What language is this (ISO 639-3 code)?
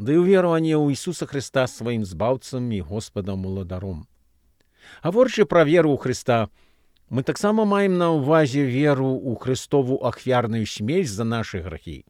bel